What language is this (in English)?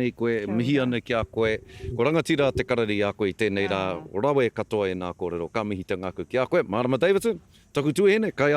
Māori